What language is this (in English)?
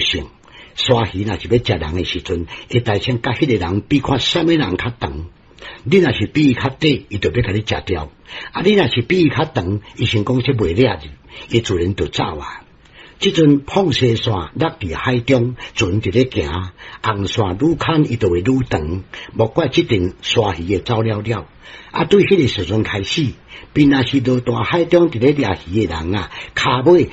Min Nan Chinese